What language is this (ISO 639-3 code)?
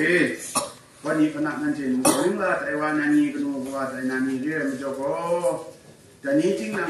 kac